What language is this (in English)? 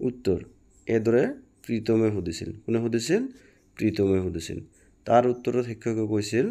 Assamese